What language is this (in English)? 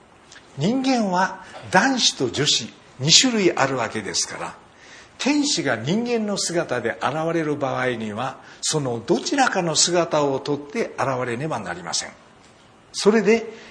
Japanese